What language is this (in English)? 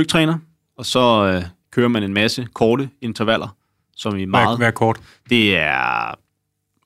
Danish